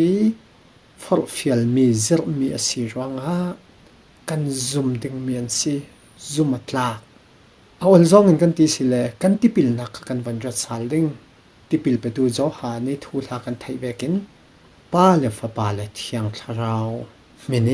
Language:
Falam Chin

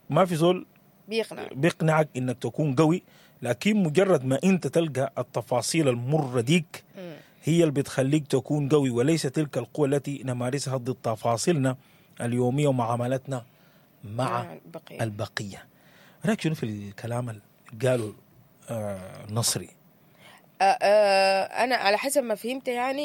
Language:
Sudanese Arabic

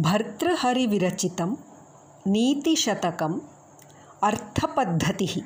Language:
Sanskrit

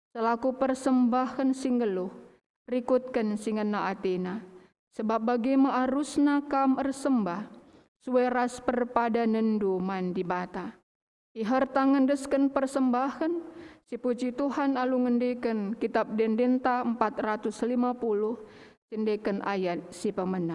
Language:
Batak Karo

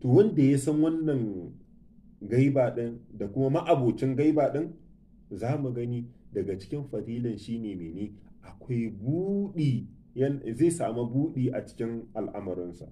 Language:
Hausa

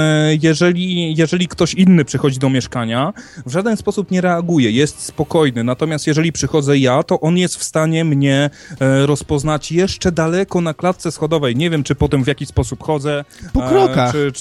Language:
Polish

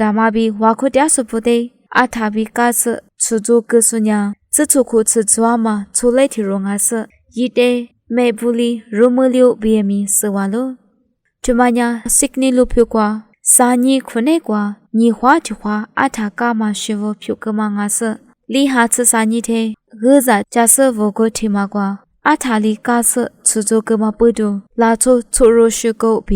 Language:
Lisu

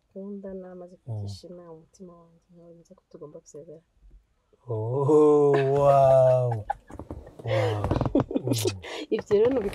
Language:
Kinyarwanda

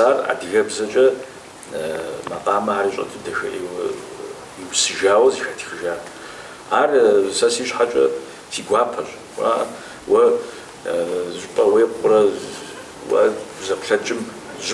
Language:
Kabardian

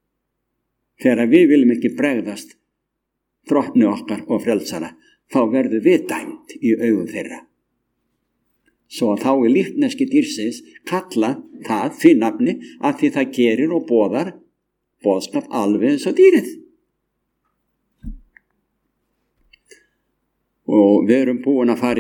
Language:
Icelandic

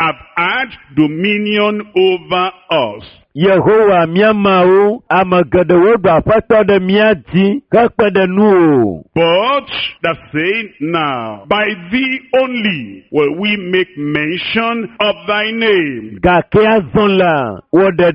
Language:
Ewe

